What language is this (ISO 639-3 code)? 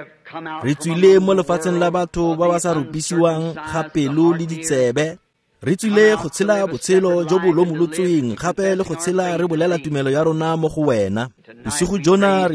tsn